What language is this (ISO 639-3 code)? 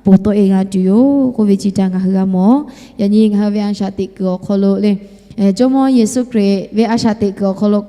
lhu